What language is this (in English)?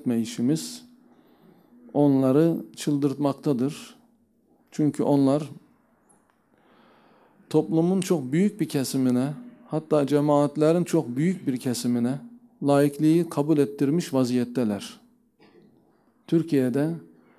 Turkish